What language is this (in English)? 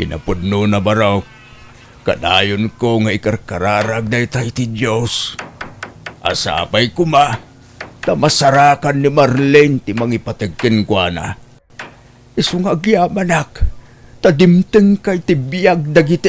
Iloko